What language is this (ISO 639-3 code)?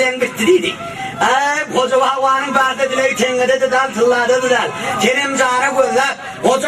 tuk